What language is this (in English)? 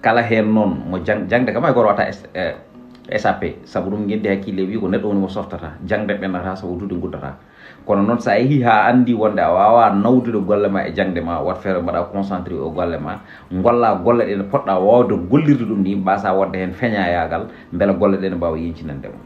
Fula